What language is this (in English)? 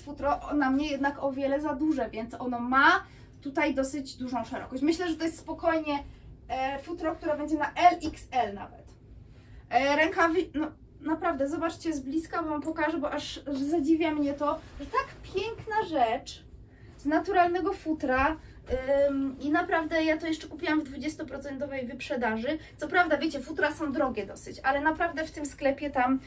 Polish